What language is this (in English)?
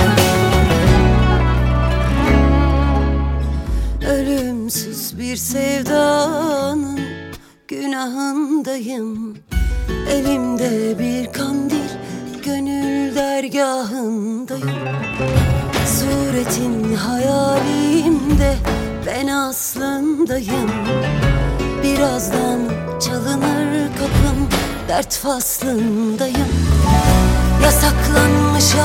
Turkish